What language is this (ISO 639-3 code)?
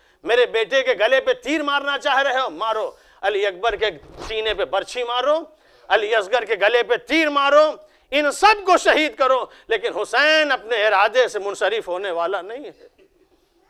urd